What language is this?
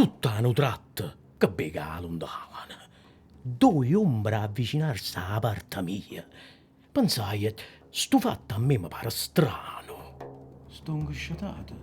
Neapolitan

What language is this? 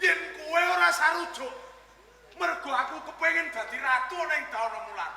Javanese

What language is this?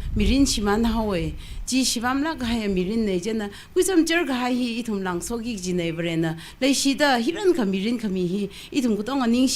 Tangkhul Naga (India)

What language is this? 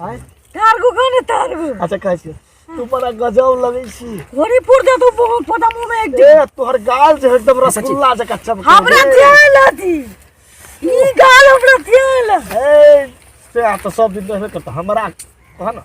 Maithili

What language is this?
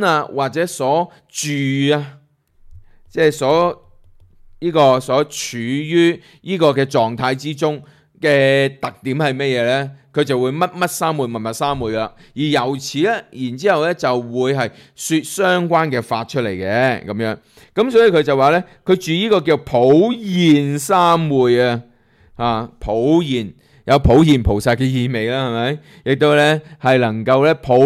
Cantonese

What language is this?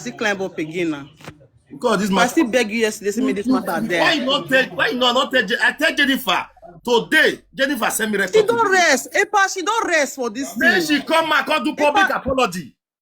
Nigerian Pidgin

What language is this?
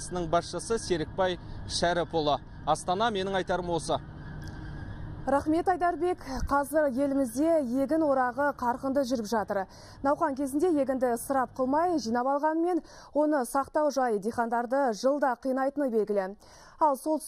Kazakh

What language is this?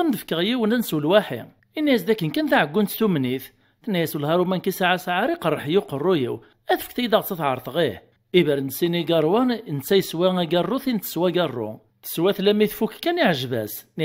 Kabyle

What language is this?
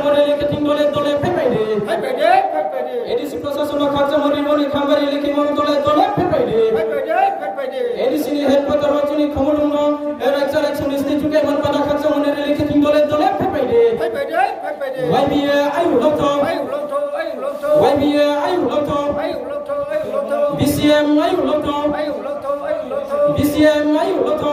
Riang (India)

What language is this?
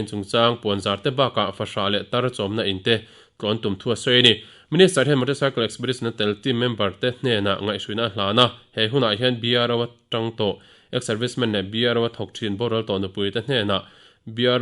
Mizo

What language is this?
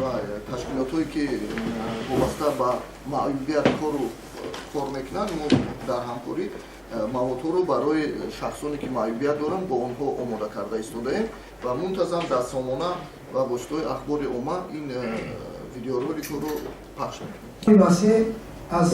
Tajik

